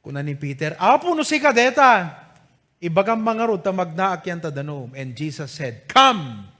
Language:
Iloko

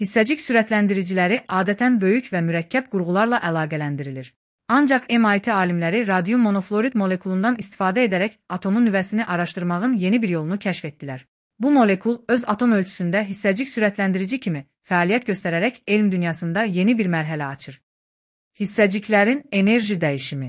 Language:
Azerbaijani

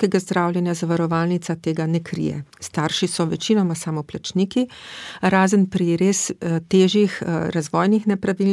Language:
Slovenian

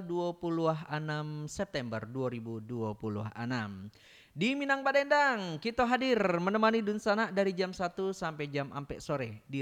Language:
Minangkabau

